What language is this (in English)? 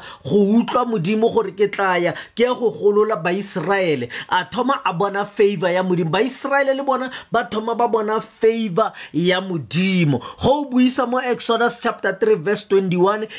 Tswana